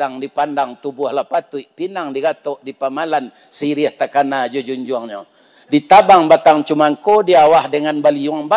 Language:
Minangkabau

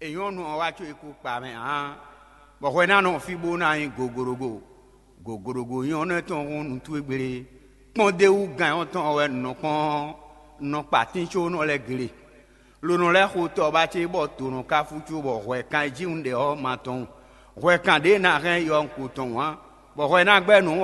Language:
Fon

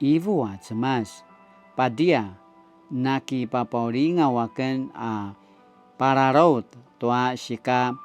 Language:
Paiwan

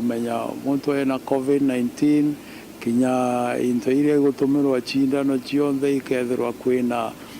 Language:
Meru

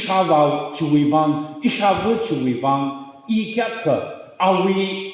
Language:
Tangkhul Naga (India)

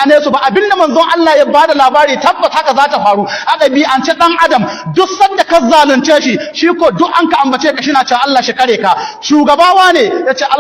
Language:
Hausa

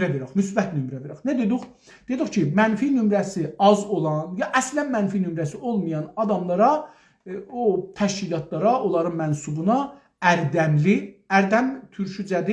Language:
South Azerbaijani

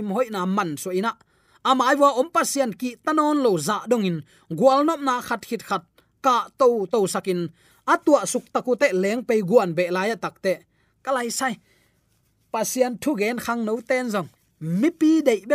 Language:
Tedim Chin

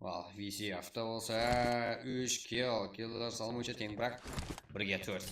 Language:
Kara-Kalpak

